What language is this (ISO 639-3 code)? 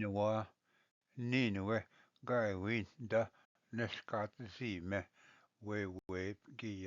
oji